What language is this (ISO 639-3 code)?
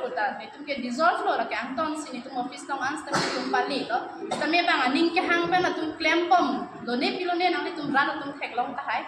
mjw